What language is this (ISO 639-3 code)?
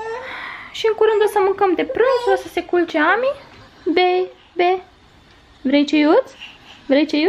ron